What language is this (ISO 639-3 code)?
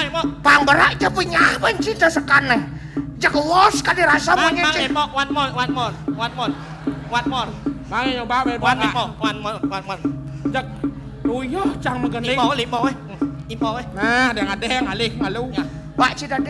ban